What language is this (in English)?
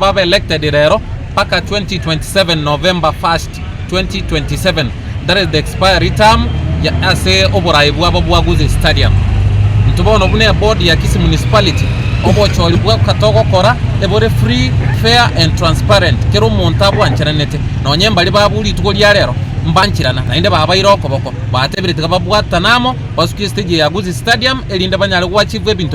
Gusii